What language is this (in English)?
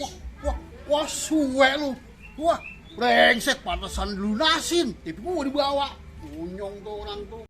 Betawi